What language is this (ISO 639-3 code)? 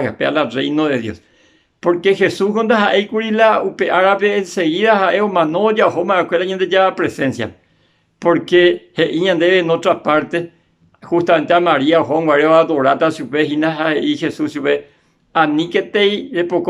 grn